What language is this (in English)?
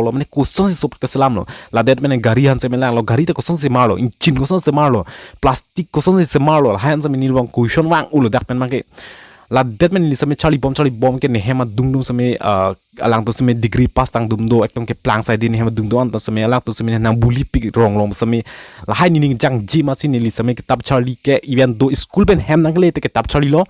Karbi